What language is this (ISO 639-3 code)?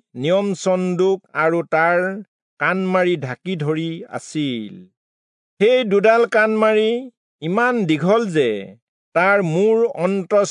asm